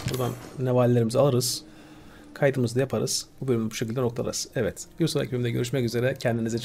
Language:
Turkish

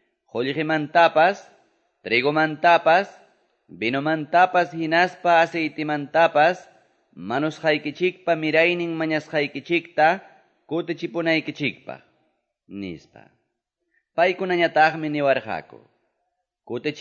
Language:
Quechua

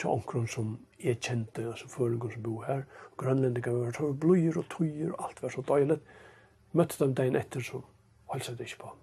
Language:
Faroese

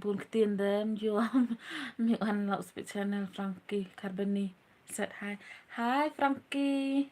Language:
Khasi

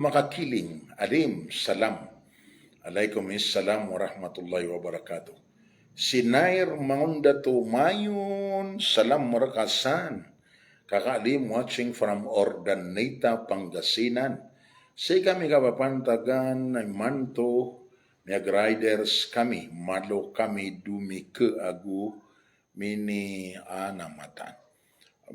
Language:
Maranao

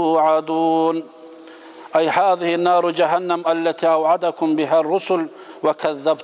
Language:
Kumyk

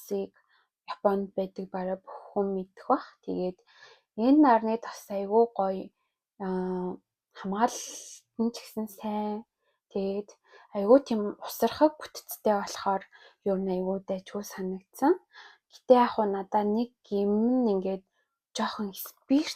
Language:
Mongolian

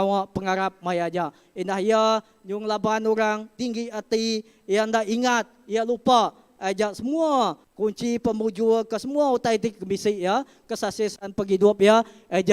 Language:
Iban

